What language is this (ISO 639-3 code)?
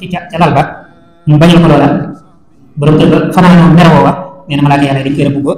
wol